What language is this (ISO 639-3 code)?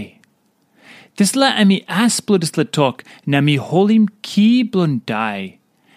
tpi